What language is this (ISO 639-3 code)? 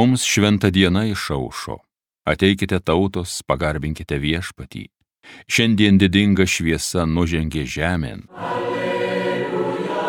lit